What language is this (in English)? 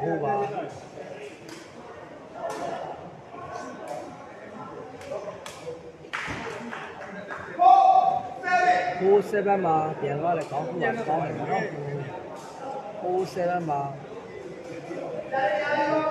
Burmese